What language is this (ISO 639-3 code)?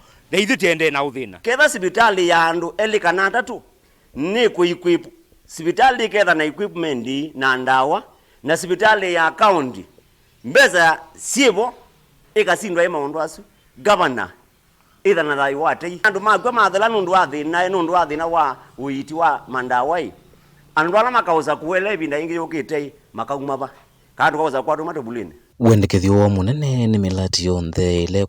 kam